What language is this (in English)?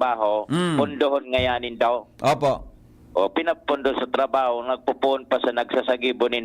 Bikol